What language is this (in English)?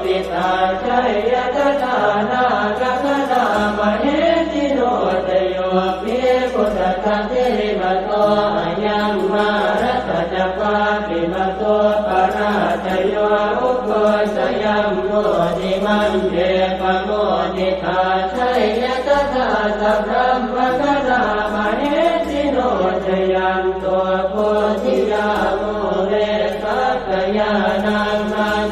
Pali